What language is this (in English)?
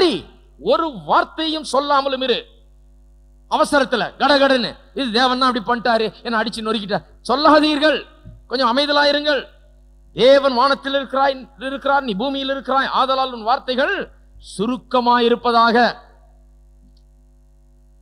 Tamil